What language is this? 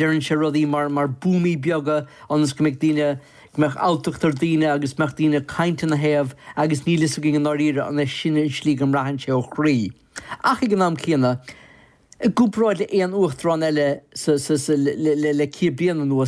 Irish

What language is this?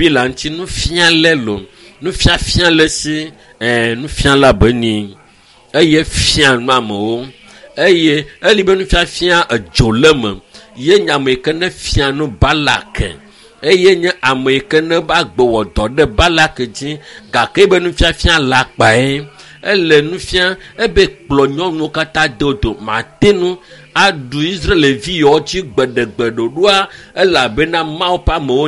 Ewe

